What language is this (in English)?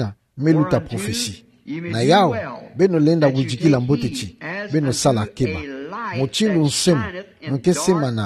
Kituba (Democratic Republic of Congo)